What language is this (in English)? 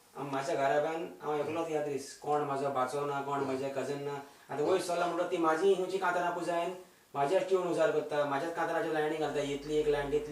Konkani